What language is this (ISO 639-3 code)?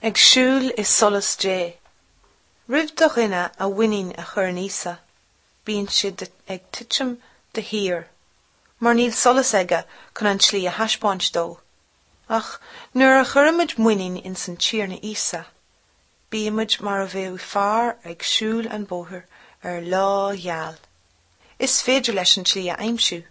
gle